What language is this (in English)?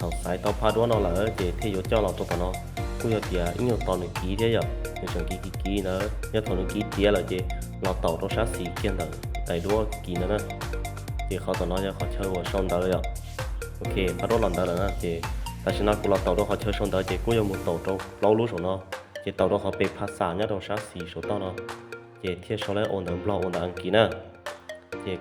Hmong